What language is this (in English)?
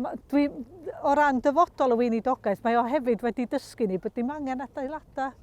Welsh